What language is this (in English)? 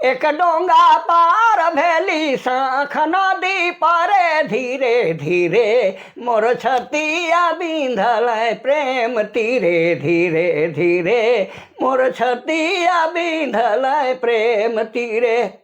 Sadri